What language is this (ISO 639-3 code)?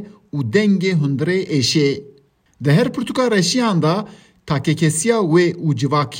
kur